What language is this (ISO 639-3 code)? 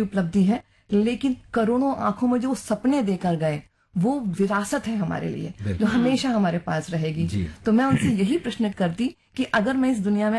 hin